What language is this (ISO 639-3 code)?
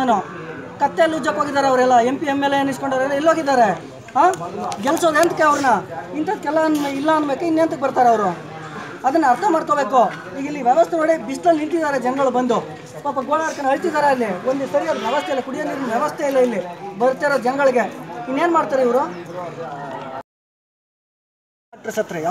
kan